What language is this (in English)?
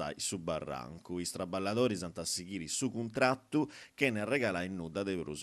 Sardinian